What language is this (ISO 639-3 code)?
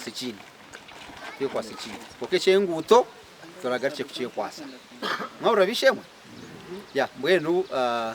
nyn